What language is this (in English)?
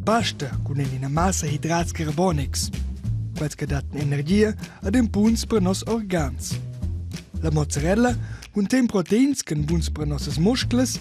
Romansh